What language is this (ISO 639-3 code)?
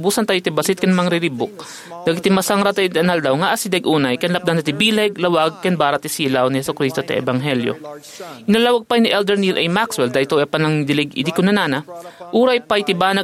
ilo